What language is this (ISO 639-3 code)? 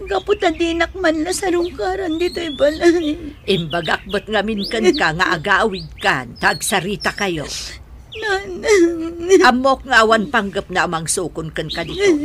ilo